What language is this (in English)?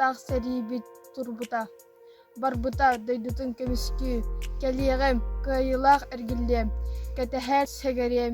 Yakut